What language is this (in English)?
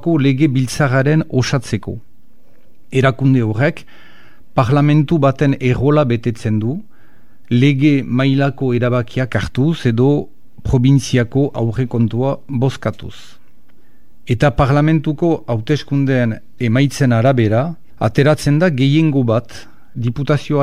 Basque